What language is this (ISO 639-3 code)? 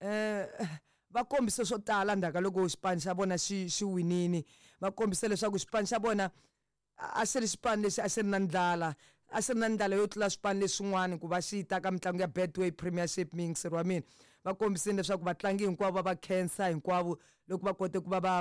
tso